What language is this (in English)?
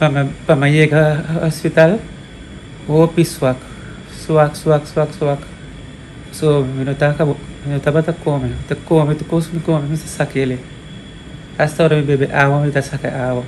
Papiamento